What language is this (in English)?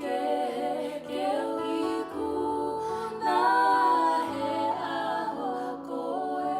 Tongan